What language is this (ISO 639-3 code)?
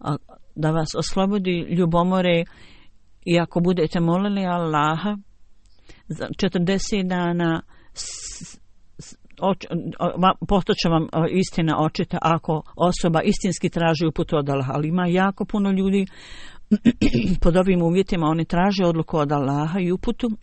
bos